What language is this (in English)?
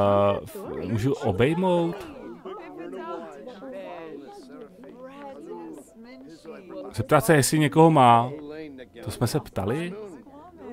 Czech